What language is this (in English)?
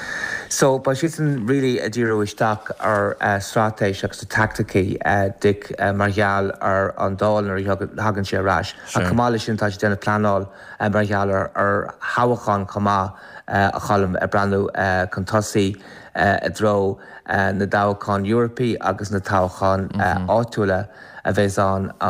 Irish